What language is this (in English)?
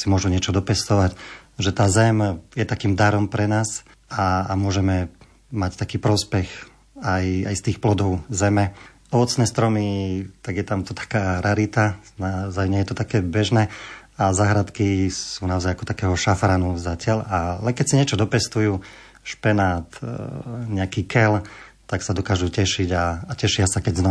Slovak